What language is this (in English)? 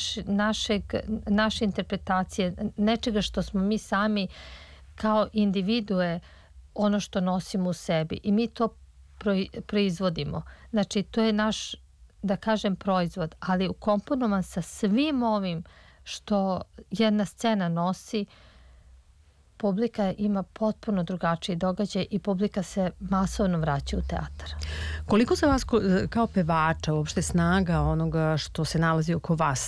Serbian